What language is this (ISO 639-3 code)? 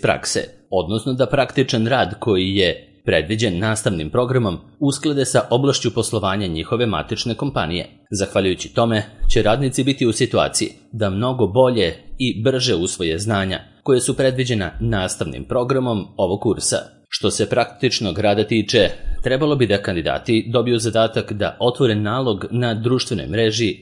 srp